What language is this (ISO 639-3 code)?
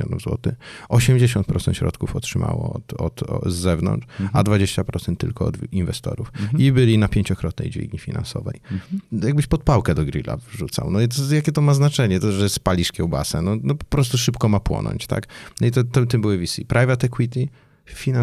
pol